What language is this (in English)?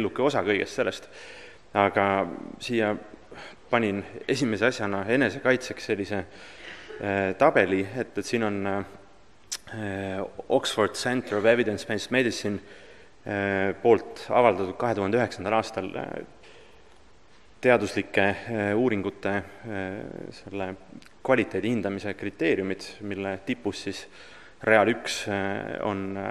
Estonian